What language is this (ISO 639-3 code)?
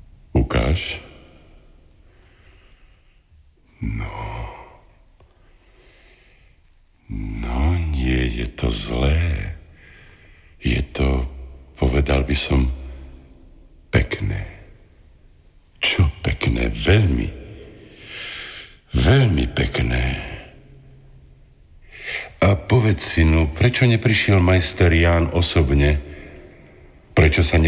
slk